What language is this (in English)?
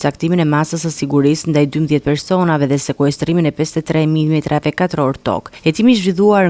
Albanian